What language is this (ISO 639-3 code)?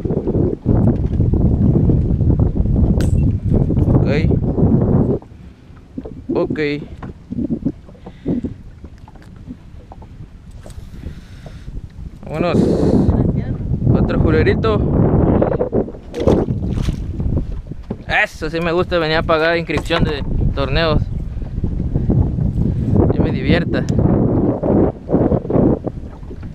spa